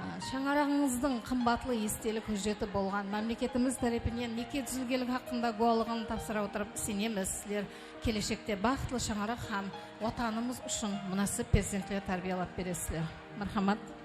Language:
Kara-Kalpak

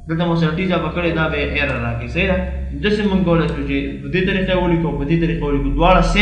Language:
Pashto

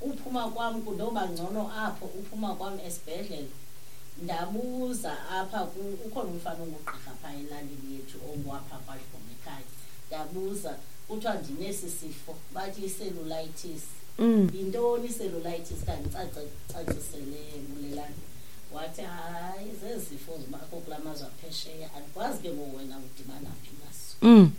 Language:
Xhosa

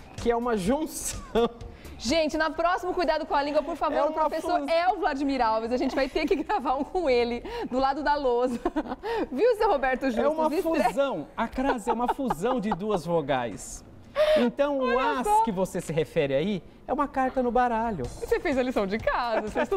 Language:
Portuguese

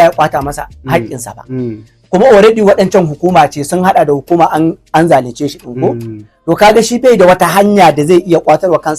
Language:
Hausa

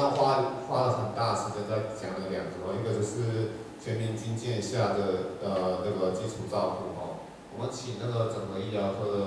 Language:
Chinese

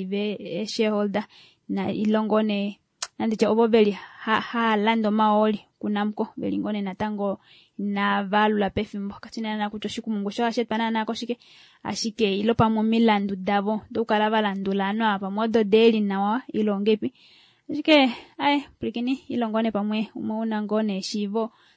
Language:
Kuanyama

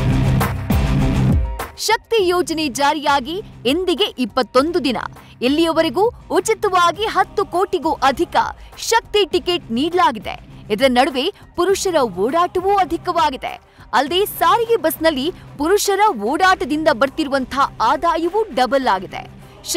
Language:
Kannada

